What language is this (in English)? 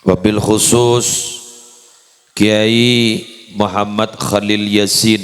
Madurese